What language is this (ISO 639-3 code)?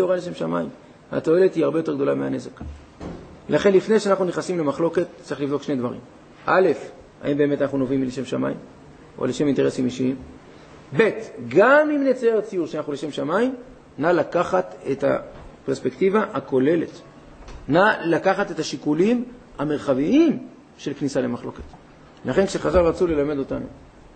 heb